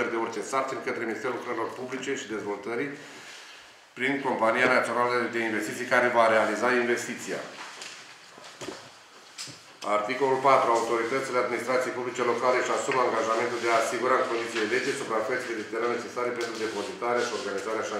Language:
Romanian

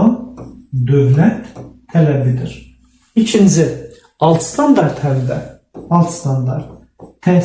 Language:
Azerbaijani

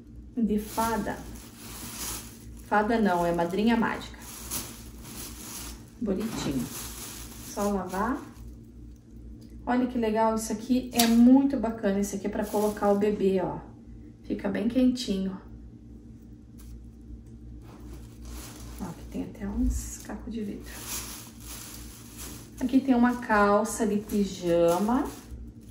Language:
Portuguese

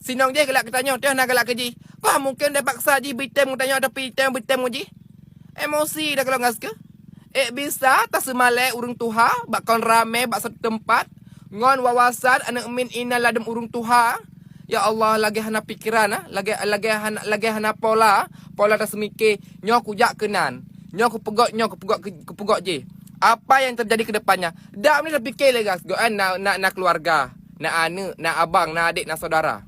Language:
Achinese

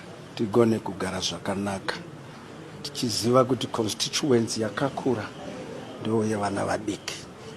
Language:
Shona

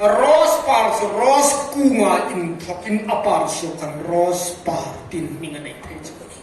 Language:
Hmar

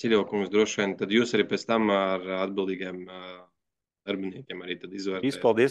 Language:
Latvian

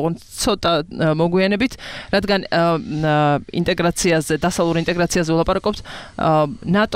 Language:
Georgian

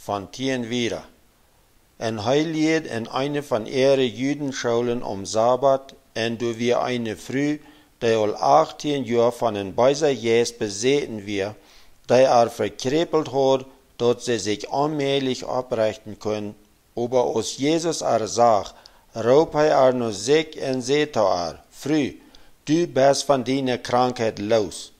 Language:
Plautdietsch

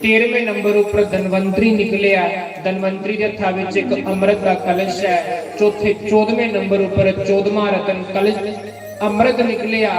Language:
Dogri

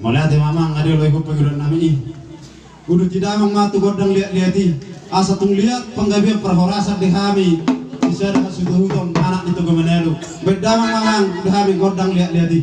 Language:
Batak Toba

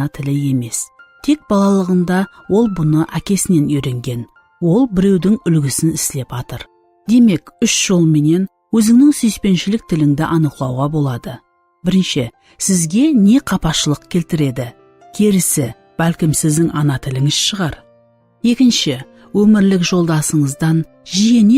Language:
Kara-Kalpak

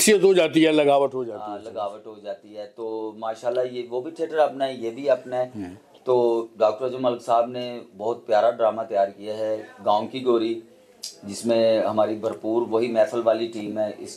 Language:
Punjabi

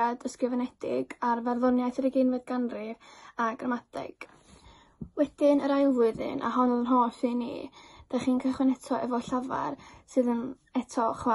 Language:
Welsh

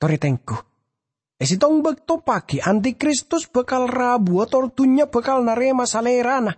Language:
Madurese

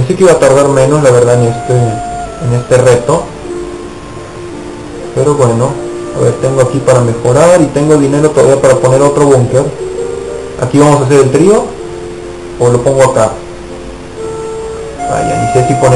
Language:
Spanish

